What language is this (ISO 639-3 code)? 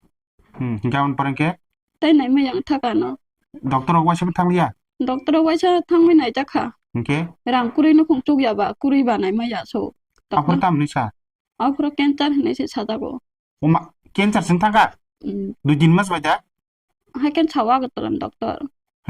trp